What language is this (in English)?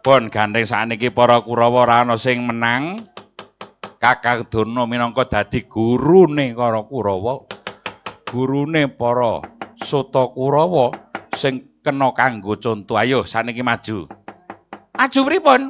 Javanese